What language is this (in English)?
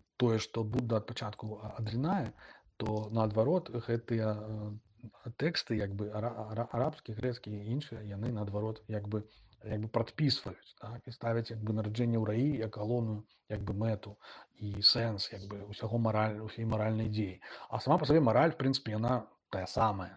Belarusian